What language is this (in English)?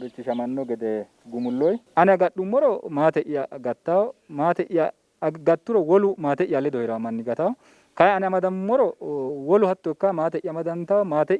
Sidamo